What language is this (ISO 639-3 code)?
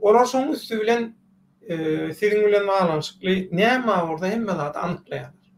tuk